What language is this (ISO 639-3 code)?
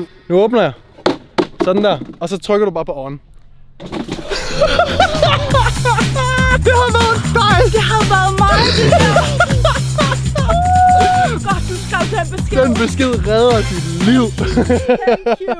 dan